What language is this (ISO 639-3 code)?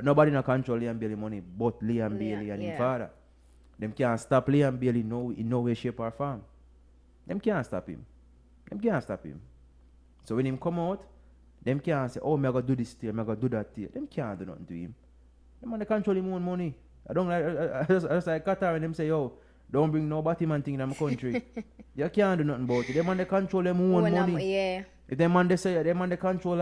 jam